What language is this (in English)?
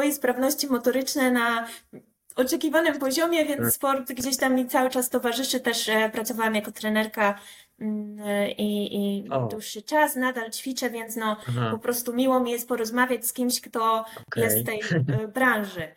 Polish